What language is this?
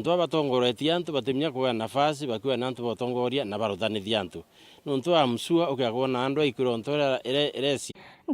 Meru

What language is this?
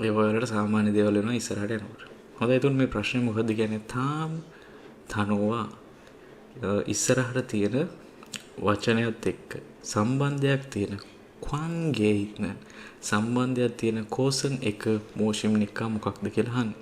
Sinhala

